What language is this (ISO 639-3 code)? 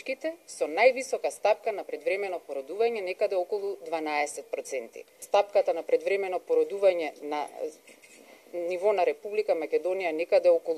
mkd